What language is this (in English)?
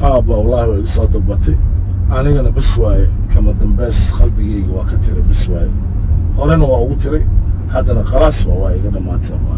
Somali